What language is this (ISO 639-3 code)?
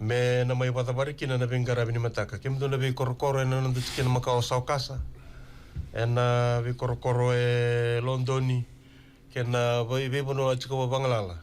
fij